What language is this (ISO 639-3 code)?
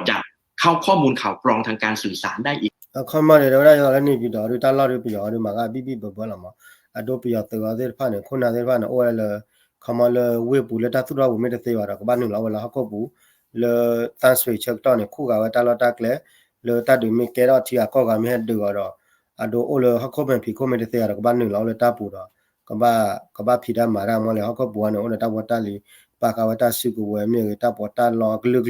ksw